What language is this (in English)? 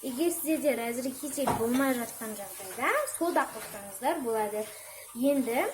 Kazakh